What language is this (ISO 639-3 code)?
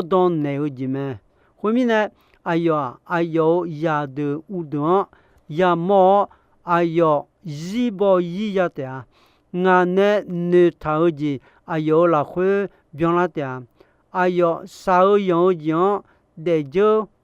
ahk